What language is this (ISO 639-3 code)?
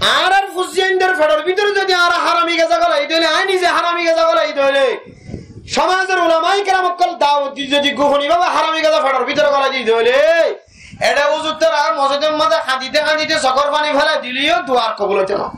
rhg